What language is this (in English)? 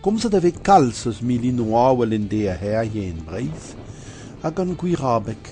Breton